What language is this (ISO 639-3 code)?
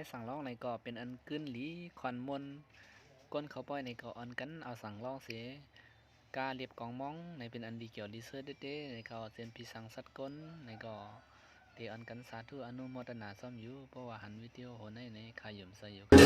shn